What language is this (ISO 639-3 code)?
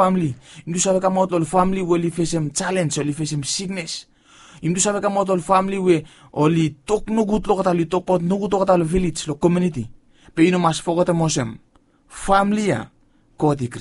bis